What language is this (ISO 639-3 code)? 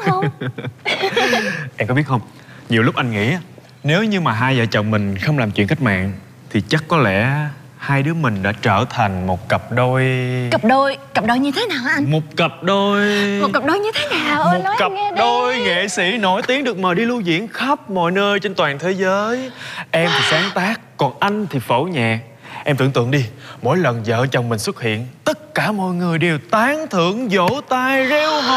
vie